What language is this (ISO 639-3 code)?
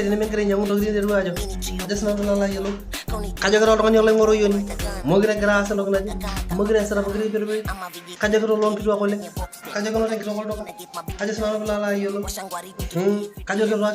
mas